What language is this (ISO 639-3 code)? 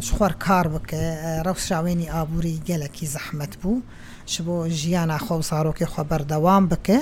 kur